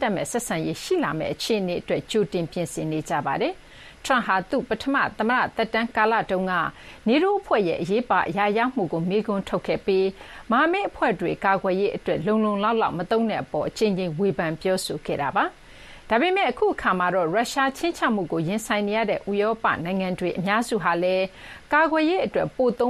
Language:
Burmese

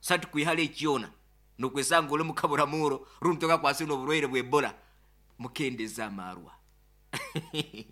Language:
Nyoro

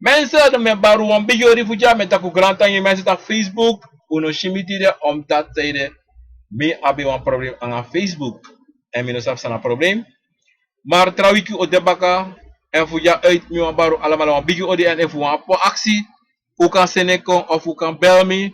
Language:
Sranan Tongo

